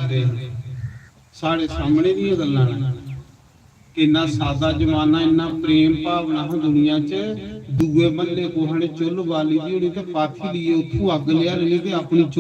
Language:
Dogri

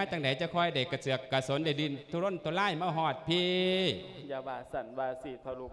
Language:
Lao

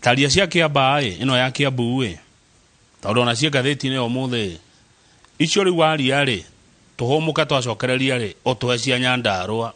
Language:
Kikuyu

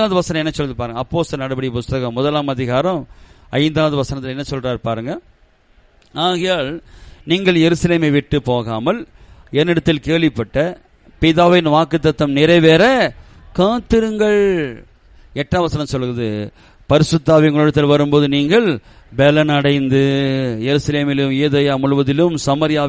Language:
Tamil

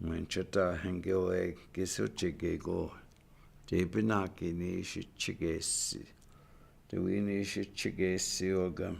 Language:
Chippewa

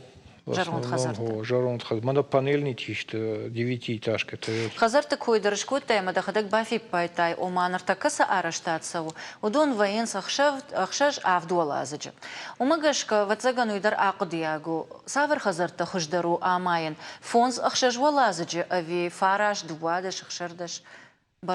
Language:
Ossetic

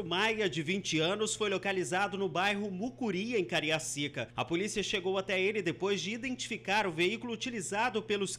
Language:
Portuguese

